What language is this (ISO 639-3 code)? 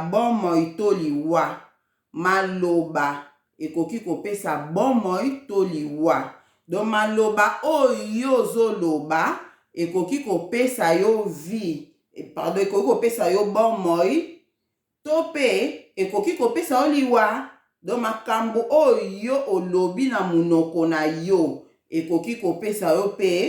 lin